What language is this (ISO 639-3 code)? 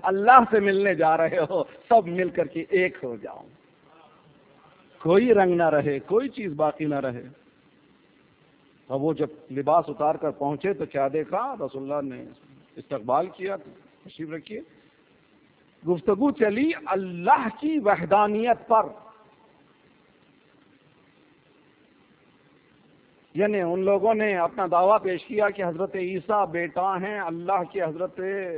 urd